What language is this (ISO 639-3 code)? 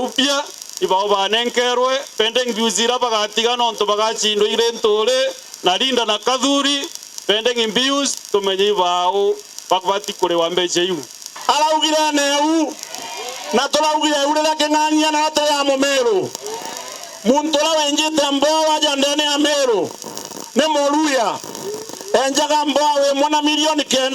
mer